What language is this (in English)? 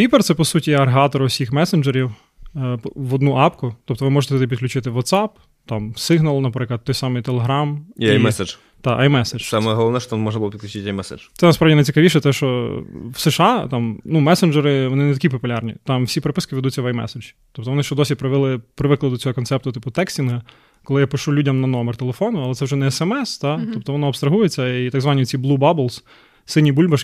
Ukrainian